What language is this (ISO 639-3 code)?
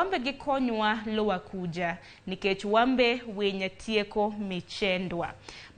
luo